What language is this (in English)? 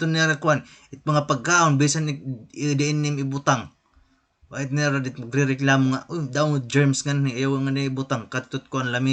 Waray